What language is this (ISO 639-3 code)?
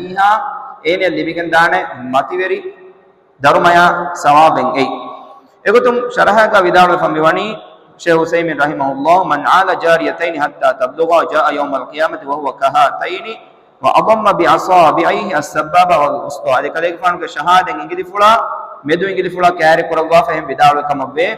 div